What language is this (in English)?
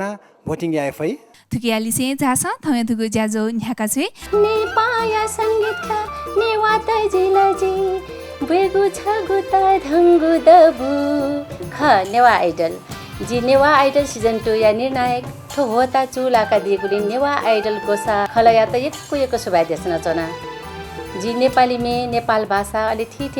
Newari